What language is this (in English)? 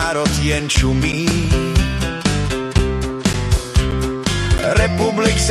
Czech